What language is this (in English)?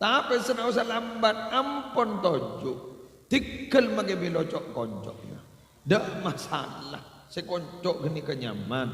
Madurese